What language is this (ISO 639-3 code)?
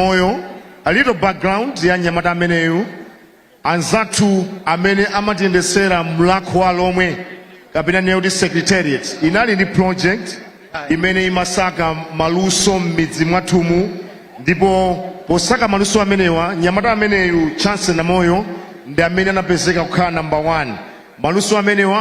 nya